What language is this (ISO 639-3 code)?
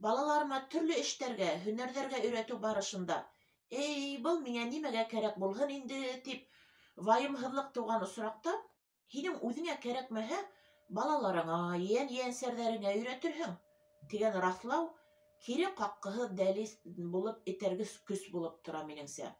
bak